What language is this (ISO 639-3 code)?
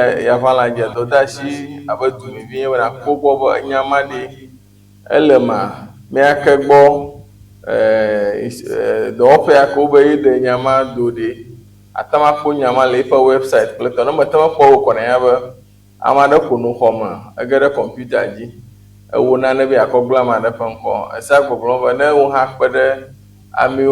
ewe